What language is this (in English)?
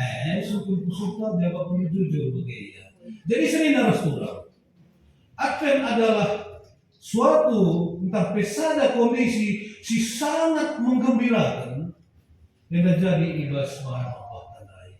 Batak Karo